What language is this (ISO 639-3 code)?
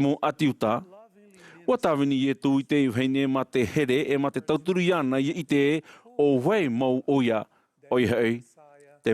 tah